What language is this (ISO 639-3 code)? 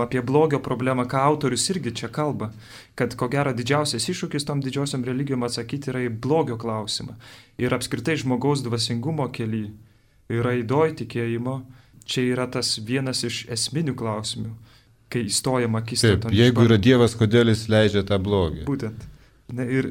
lit